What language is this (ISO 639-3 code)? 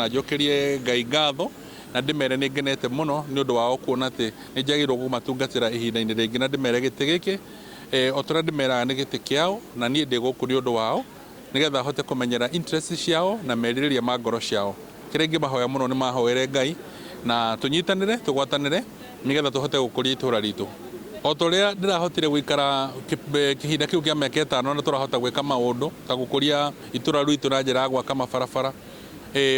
kik